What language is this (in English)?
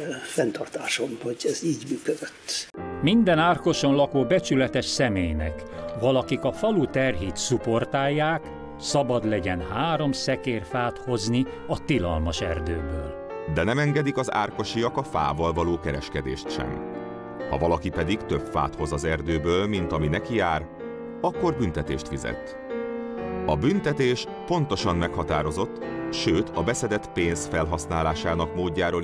Hungarian